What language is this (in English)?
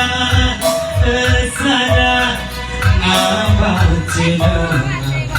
Batak Karo